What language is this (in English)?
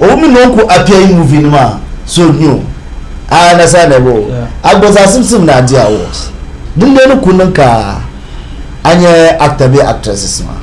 Dagbani